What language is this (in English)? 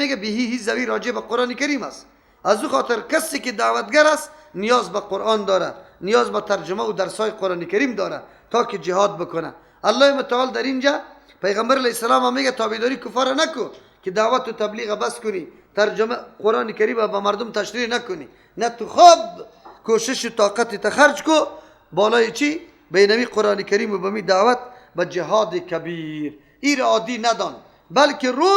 Persian